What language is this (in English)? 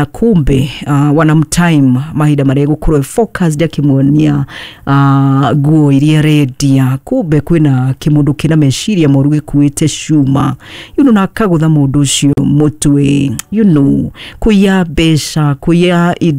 Kikuyu